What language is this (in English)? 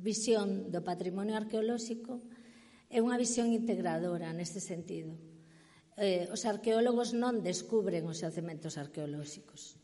Galician